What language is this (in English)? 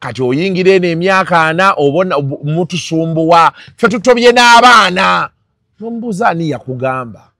Ganda